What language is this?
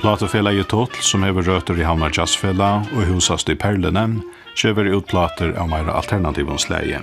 Faroese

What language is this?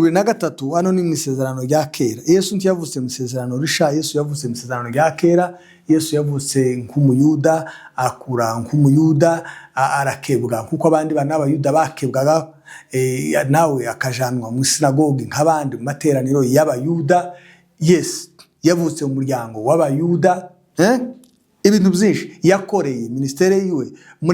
Kinyarwanda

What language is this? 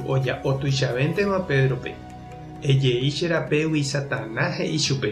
Guarani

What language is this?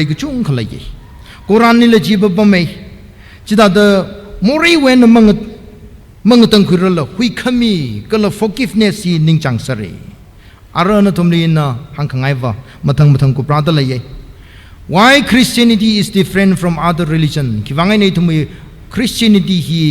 Tangkhul Naga (India)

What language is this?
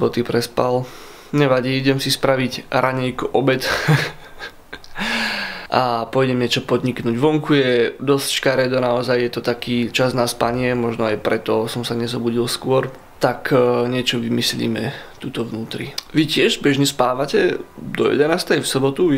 Slovak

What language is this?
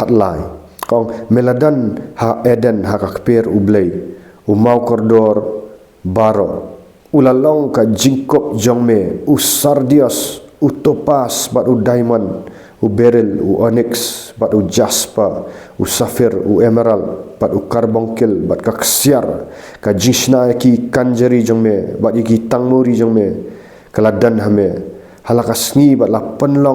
Khasi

